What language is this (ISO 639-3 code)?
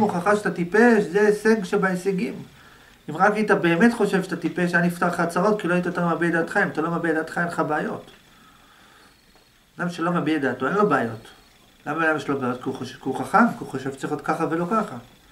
heb